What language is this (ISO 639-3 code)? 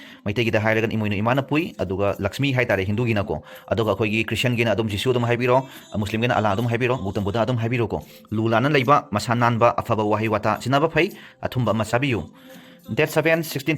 mni